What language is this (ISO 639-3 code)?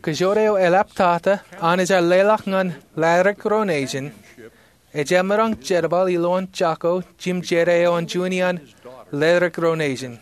mah